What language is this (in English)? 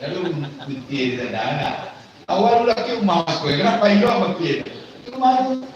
Minangkabau